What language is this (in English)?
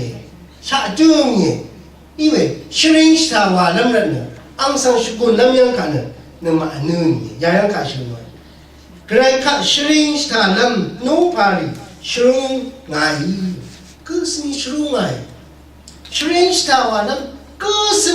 Rawang